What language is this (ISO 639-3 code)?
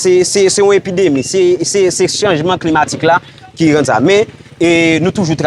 hat